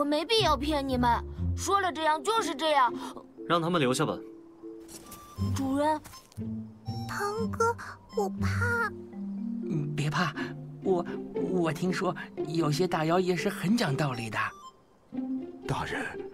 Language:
Chinese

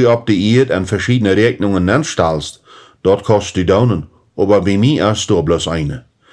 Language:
Plautdietsch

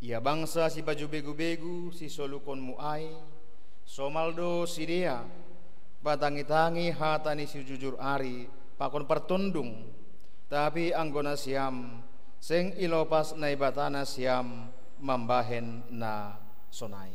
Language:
Batak Simalungun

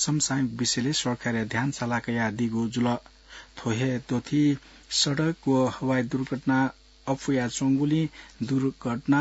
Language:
Newari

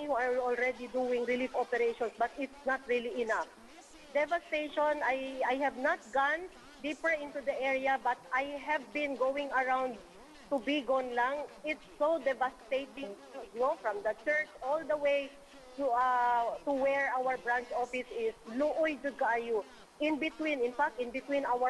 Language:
Cebuano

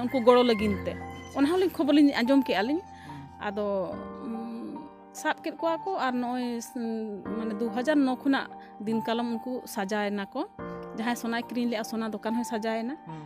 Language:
Santali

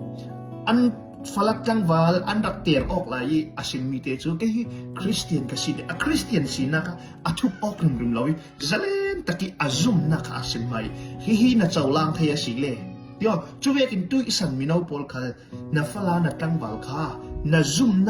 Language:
Falam Chin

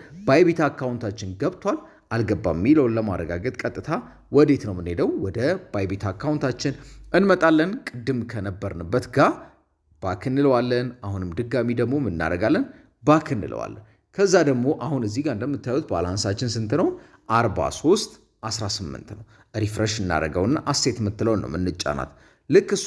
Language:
Amharic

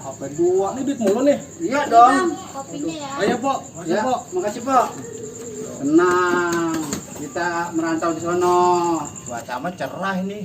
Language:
Betawi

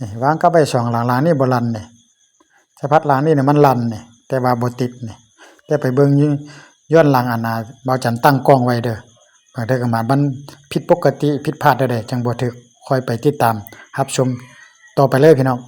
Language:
Lao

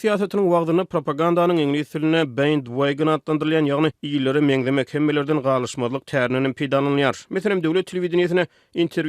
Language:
Turkmen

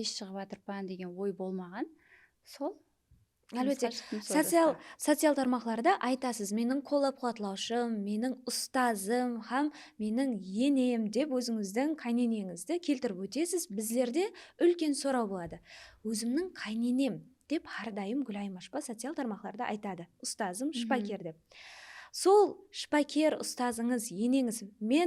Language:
Kara-Kalpak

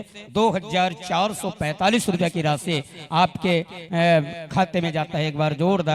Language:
Chhattisgarhi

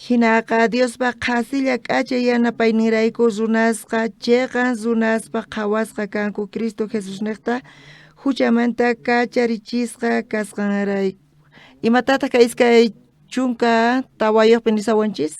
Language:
South Bolivian Quechua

